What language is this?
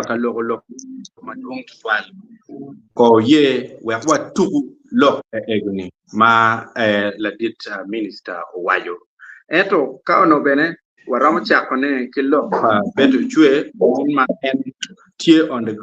Acoli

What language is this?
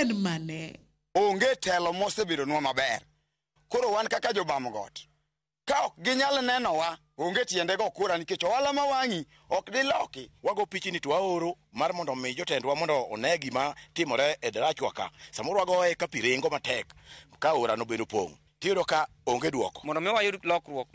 Luo (Kenya and Tanzania)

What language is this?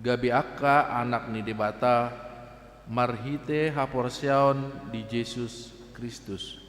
Batak Toba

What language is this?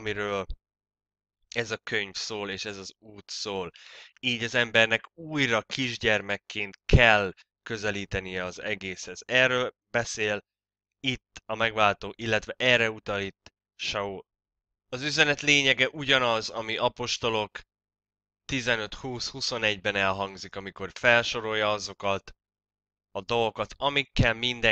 Hungarian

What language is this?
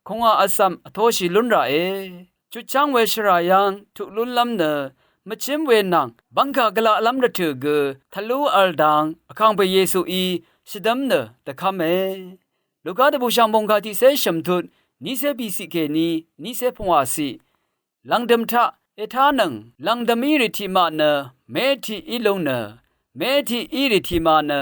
Rawang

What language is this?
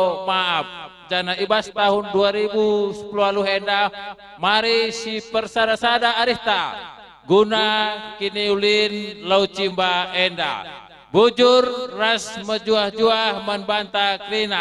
Batak Karo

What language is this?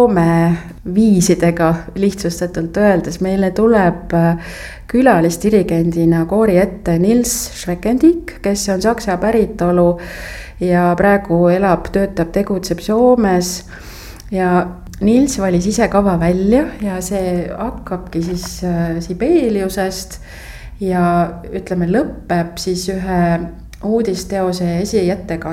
Estonian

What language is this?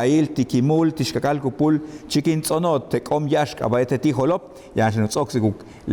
Yucateco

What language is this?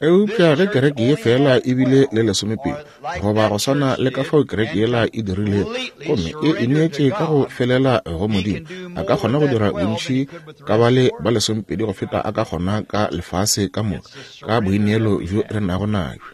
Northern Sotho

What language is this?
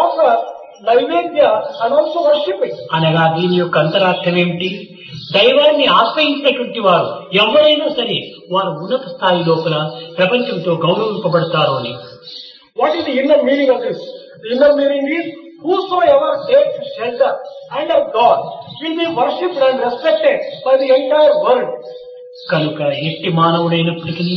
Telugu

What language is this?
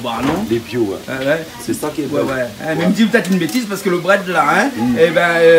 Réunion Creole French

